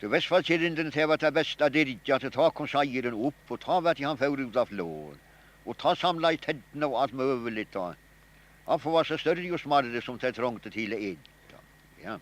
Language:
Faroese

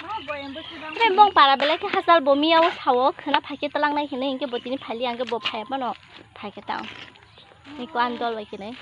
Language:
Kok Borok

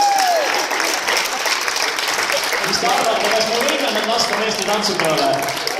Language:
Estonian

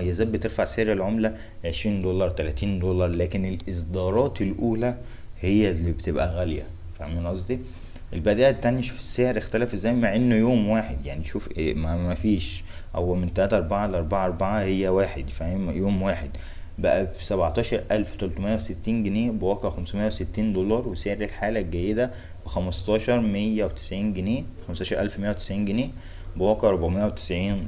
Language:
Egyptian Arabic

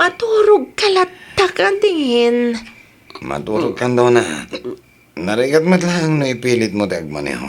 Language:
Iloko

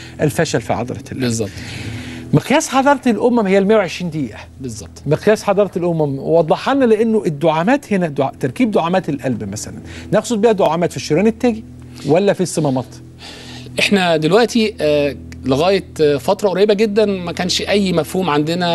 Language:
Egyptian Arabic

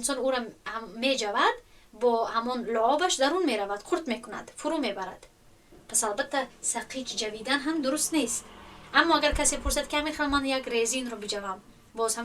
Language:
Tajik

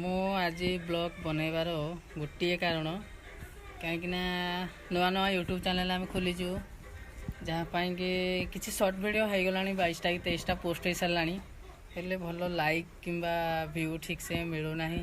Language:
Odia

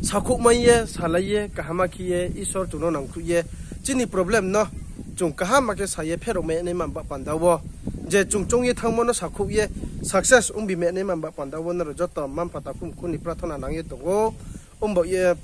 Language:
Riang (India)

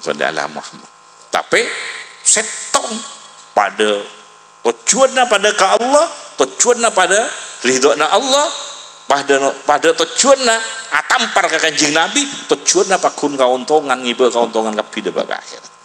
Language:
Madurese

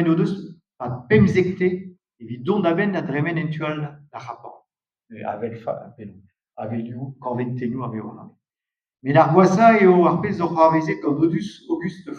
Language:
Breton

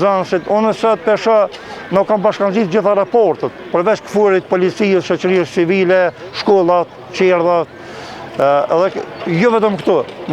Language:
Albanian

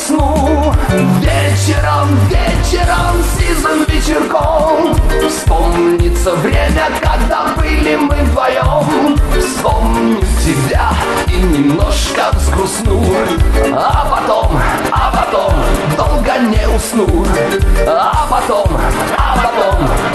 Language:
Russian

